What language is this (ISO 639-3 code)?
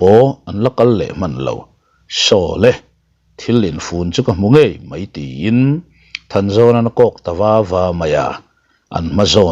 lus